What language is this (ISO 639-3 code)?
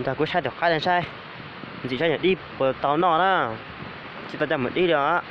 hmn